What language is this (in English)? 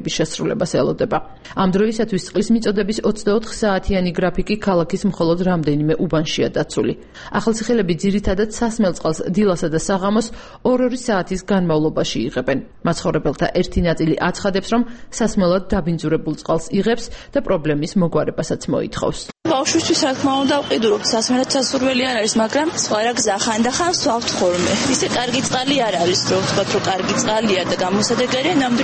Georgian